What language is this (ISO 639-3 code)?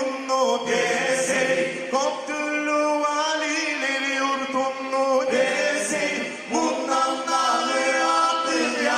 kum